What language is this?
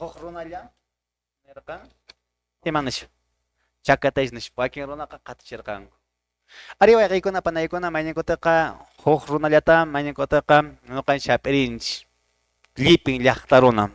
Quechua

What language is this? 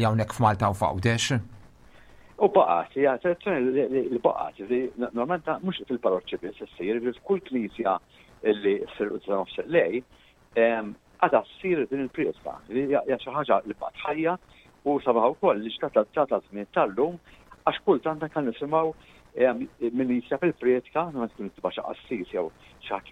Maltese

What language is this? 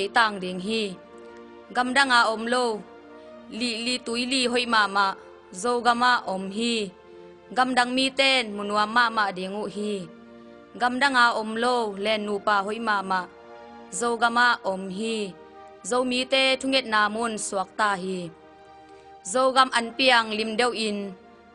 Tedim Chin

